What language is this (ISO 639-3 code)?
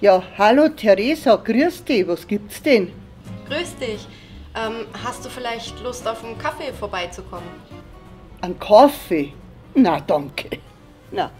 bar